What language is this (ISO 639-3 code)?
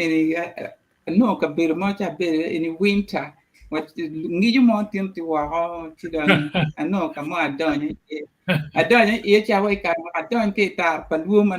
ach